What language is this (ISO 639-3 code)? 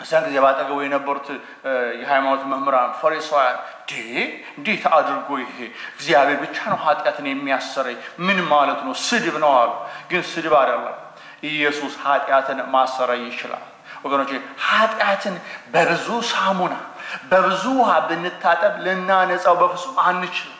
amh